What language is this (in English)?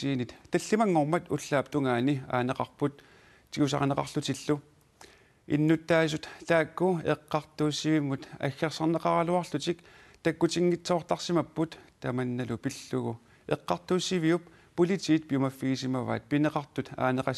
Kalaallisut